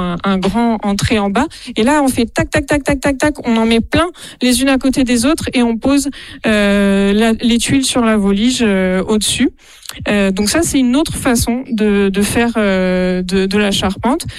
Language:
French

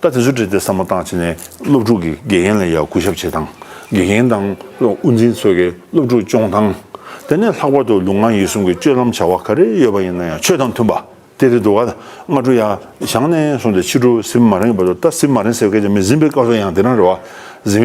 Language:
Tibetan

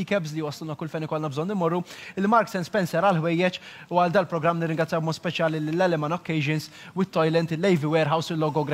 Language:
Maltese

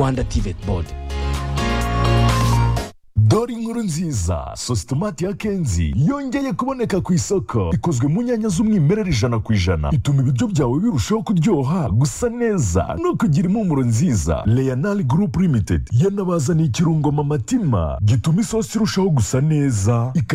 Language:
Kinyarwanda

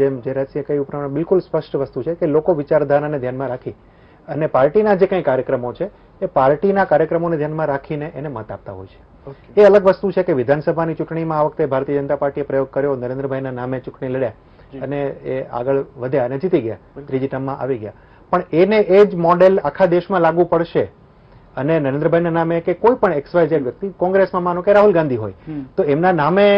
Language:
Gujarati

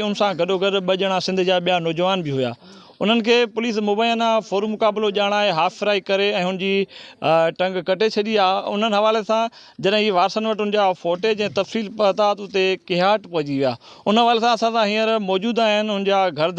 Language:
Sindhi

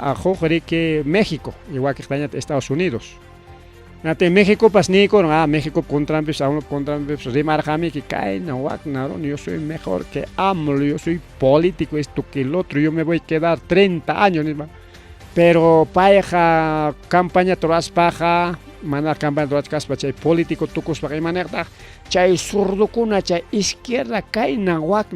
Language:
Ayacucho Quechua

